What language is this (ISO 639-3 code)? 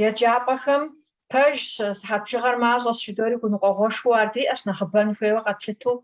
kbd